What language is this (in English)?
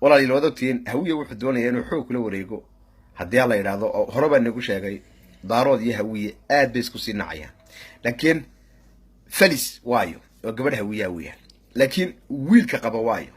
Somali